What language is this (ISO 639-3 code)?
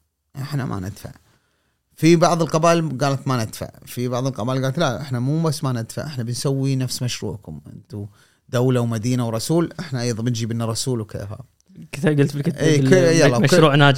afb